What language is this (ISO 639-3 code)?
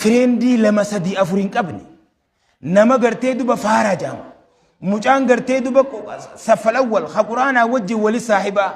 orm